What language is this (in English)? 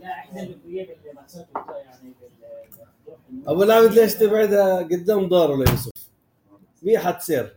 North Levantine Arabic